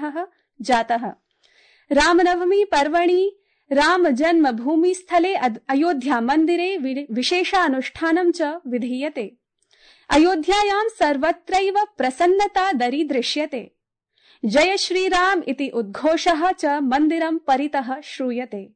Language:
Sanskrit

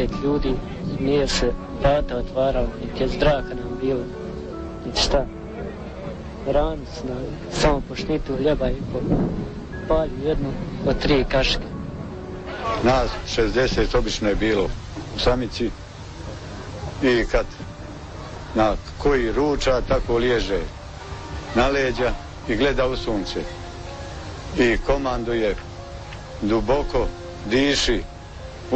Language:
Bosnian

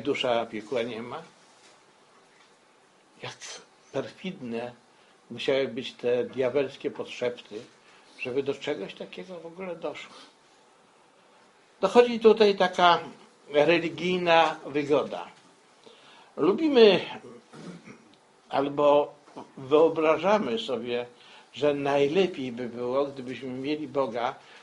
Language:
Polish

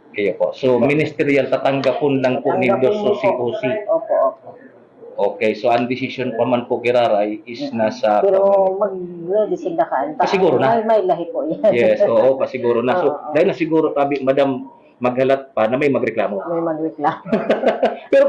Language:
Bikol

